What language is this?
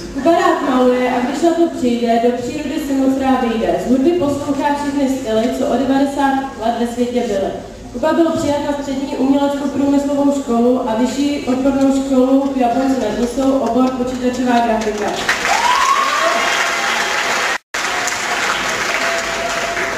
Czech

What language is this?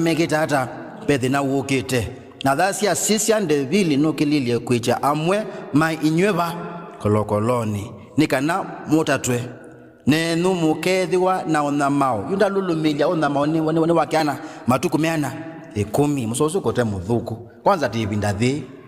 Kamba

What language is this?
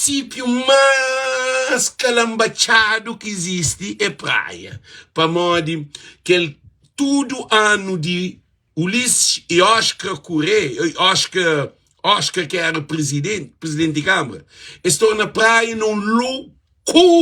Kabuverdianu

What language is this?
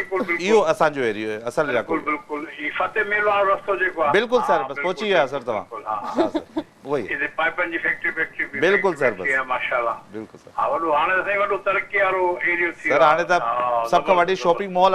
Sindhi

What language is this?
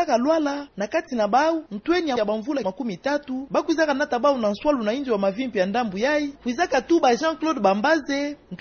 Kituba (Democratic Republic of Congo)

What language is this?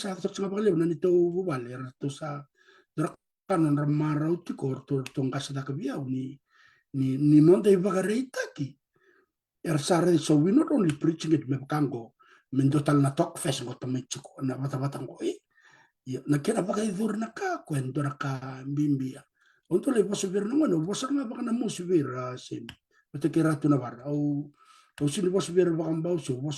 Fijian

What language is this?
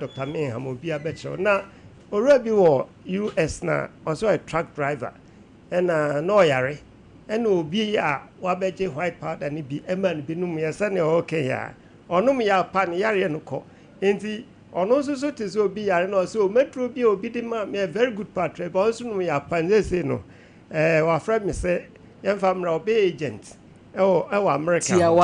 Akan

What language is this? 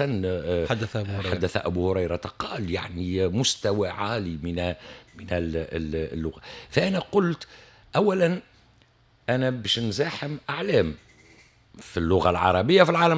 Tunisian Arabic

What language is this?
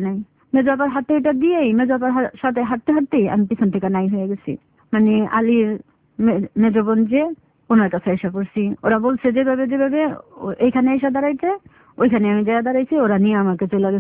Bangla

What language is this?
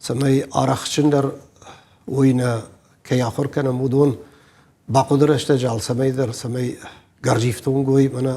Ossetic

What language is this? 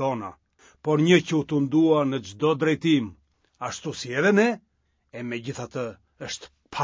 Albanian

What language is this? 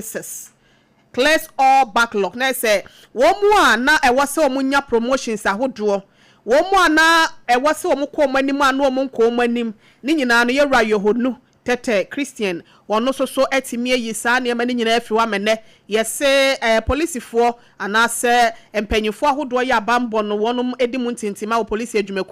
Akan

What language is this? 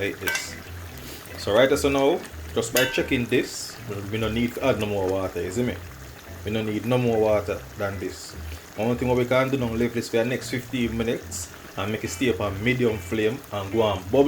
Jamaican Creole English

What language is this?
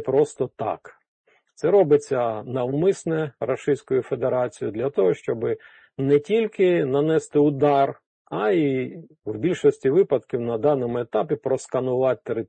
Ukrainian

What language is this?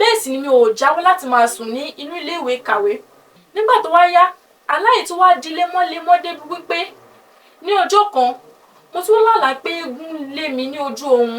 Yoruba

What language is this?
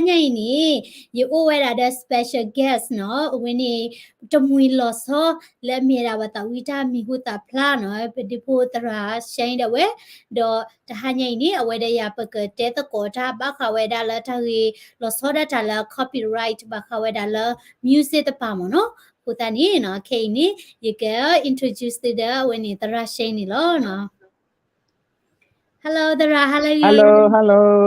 S'gaw Karen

